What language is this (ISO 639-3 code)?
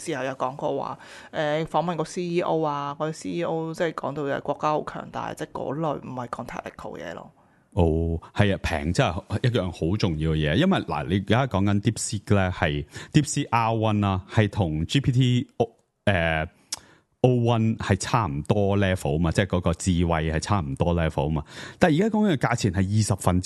yue